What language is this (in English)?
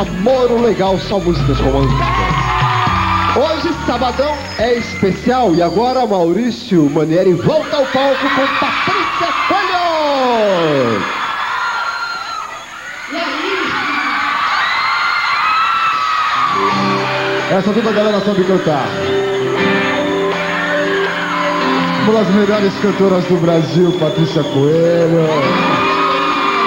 Portuguese